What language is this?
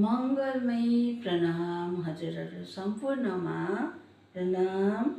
Nepali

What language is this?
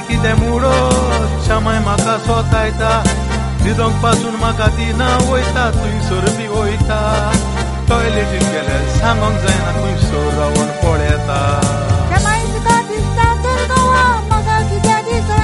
Konkani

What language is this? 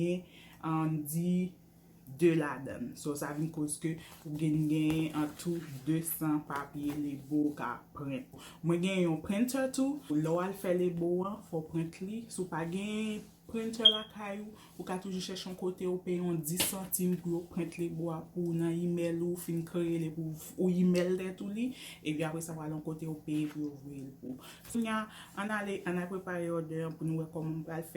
Haitian Creole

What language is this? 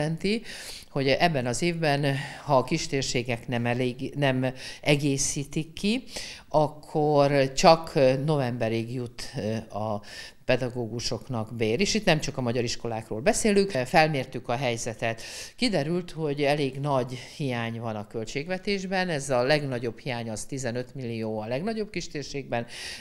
Hungarian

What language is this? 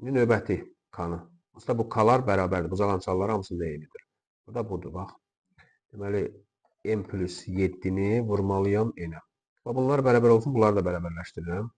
Azerbaijani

